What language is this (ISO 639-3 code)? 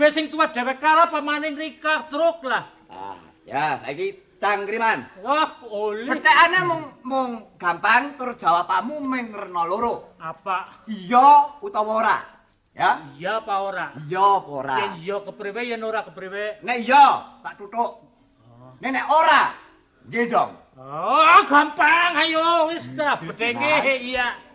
jav